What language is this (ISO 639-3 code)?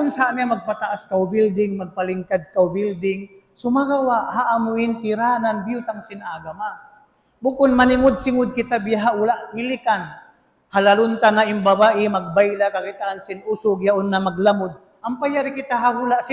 tsg